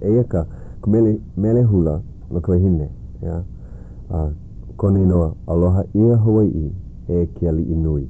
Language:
Hawaiian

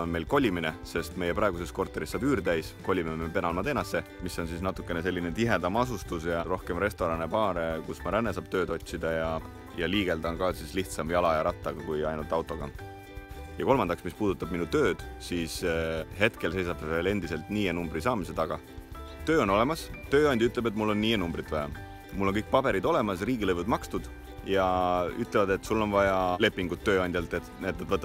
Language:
Estonian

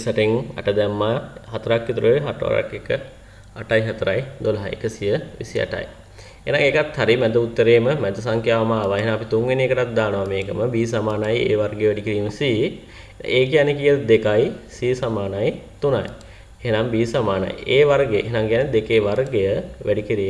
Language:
Sinhala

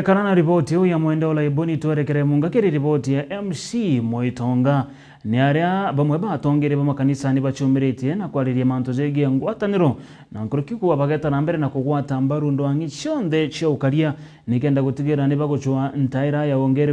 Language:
Meru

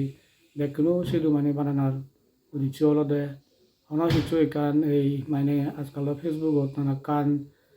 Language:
Chakma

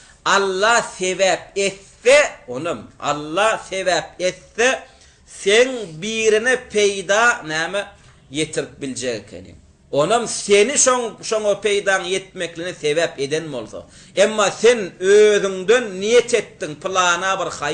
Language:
Turkmen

